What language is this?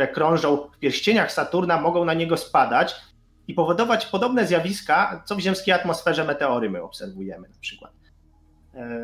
Polish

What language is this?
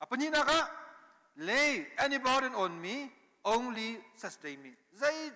Hakha Chin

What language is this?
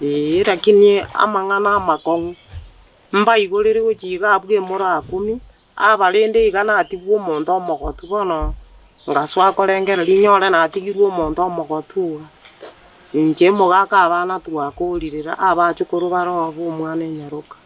Gusii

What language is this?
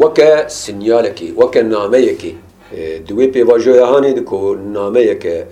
Kurdish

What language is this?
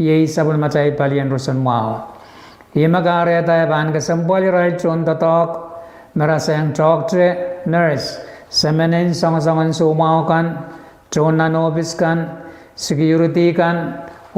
Pohnpeian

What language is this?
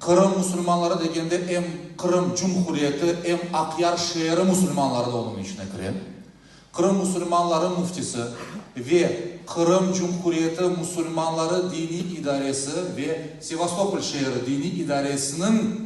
Crimean Tatar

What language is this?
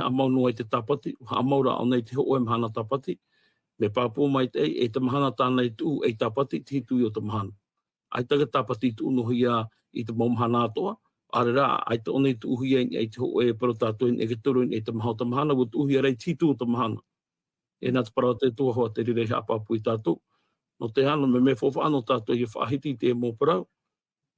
Tahitian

